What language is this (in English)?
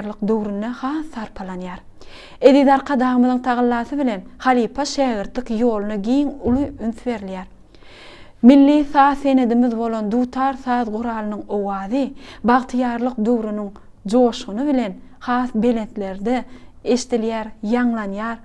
Turkmen